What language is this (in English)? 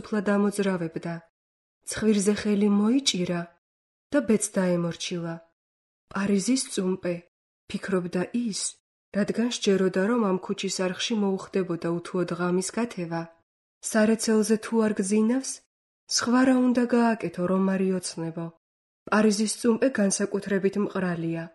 Georgian